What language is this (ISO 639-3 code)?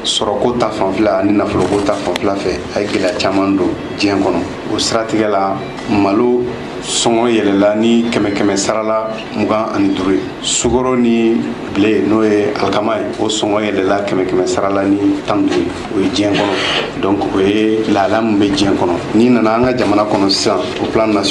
bam